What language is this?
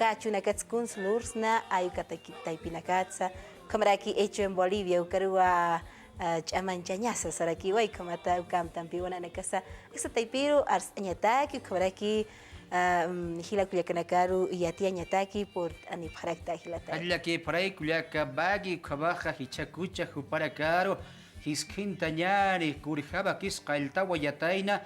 Aymara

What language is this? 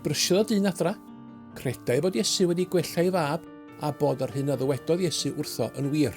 Welsh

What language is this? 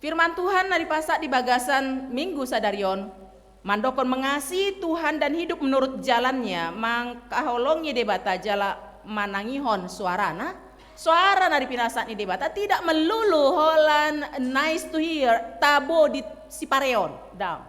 Batak Toba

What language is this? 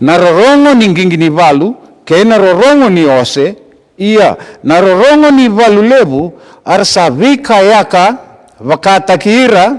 Fijian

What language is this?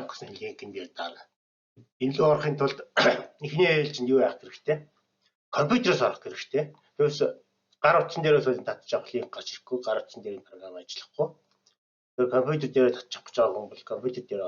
Mongolian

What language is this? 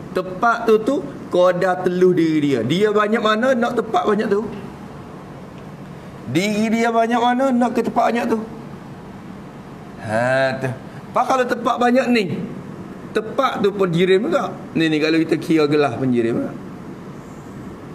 Malay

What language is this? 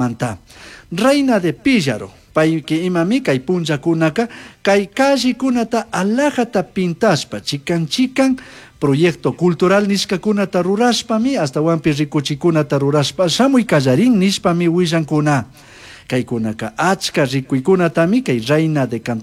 Chimborazo Highland Quichua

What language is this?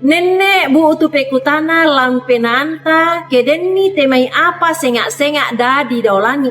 Toraja-Sa'dan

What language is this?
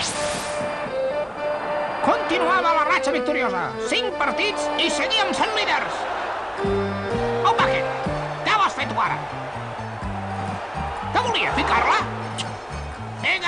Catalan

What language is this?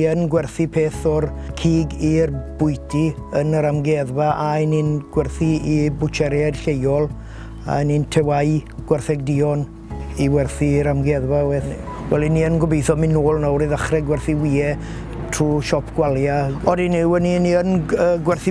Welsh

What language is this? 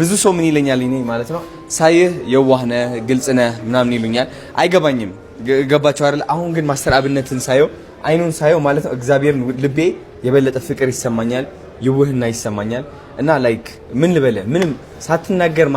Amharic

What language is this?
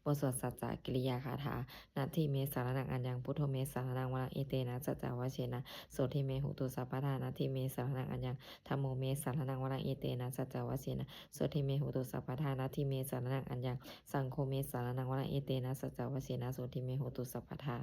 Pali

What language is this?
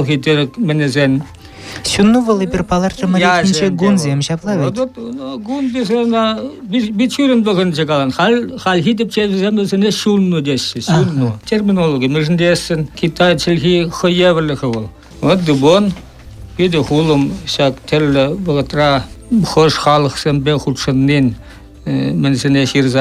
Chuvash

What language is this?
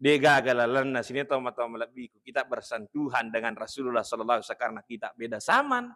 Buginese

